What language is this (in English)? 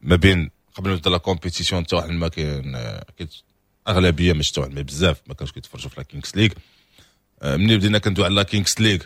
Moroccan Arabic